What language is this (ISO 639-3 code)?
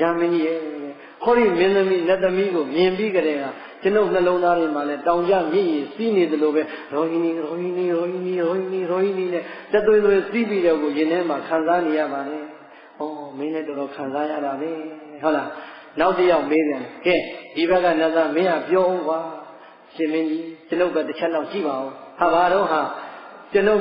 mya